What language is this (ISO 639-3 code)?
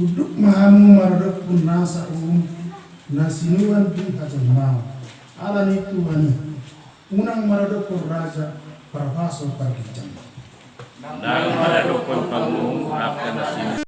bbc